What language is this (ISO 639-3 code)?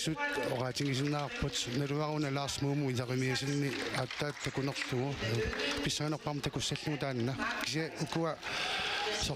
kal